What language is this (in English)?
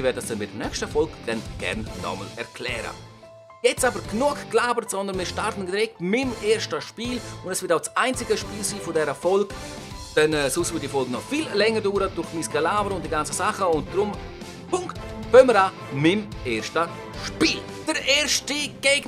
Swiss German